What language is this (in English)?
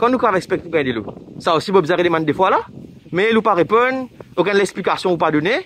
Morisyen